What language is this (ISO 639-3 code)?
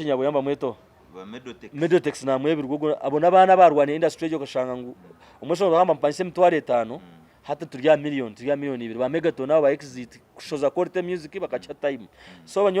nyn